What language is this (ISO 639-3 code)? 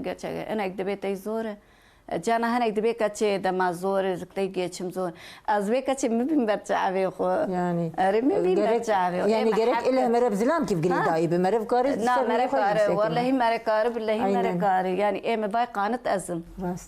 kur